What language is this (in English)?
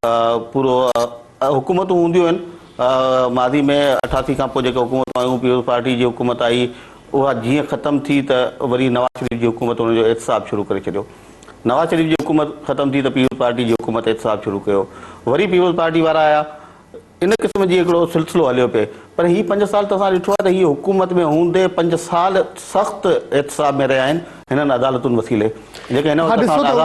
Sindhi